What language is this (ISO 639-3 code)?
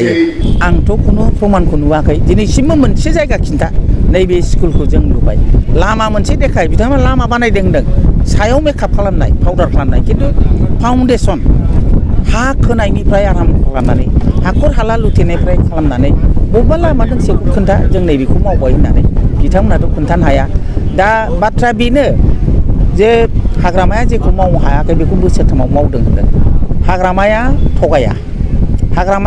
brx